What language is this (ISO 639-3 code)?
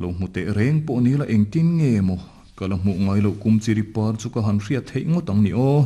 lus